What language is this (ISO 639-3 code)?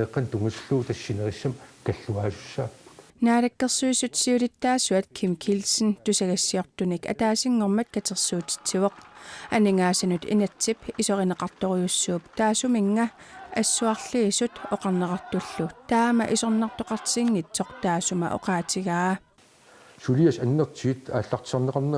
kal